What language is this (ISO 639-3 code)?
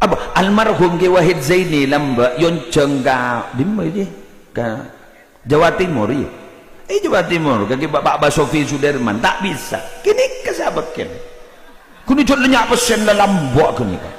mad